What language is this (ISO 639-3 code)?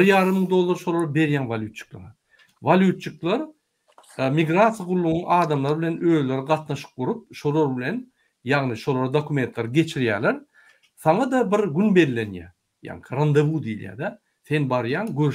tuk